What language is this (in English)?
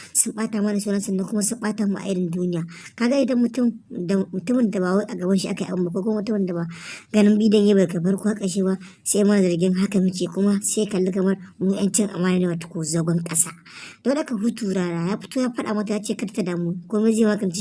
Hausa